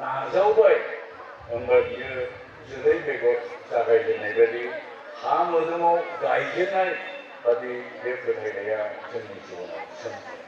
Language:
Bodo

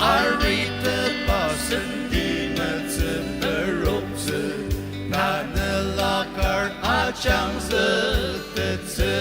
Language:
Ao Naga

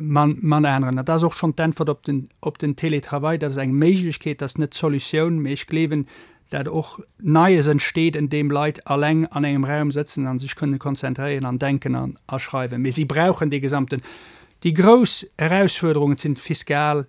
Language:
Luxembourgish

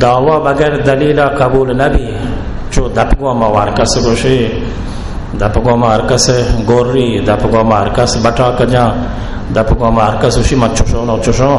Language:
Baluchi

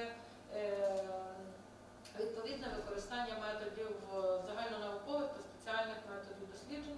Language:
Ukrainian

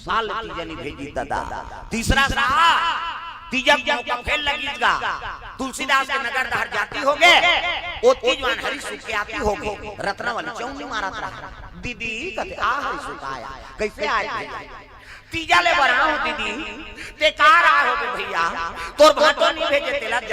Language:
Chhattisgarhi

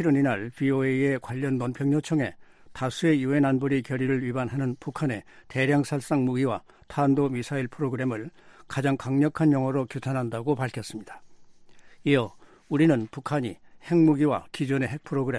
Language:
Korean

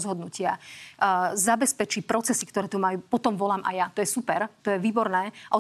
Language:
Slovak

